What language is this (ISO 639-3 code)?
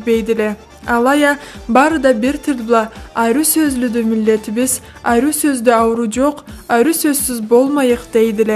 krc